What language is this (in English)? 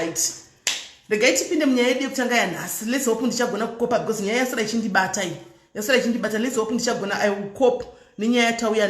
Shona